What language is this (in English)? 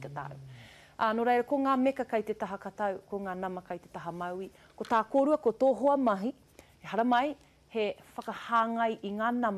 Māori